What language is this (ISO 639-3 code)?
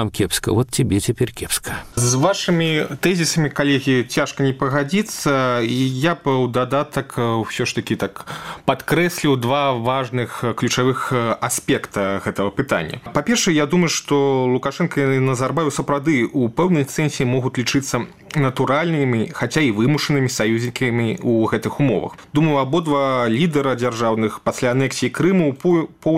bel